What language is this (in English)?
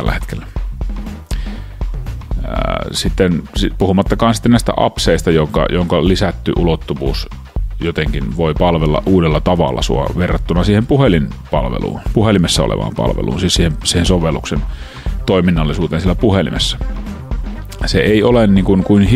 Finnish